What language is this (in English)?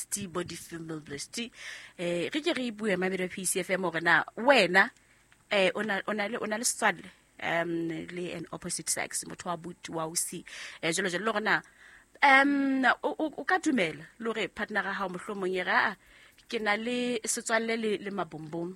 Southern Sotho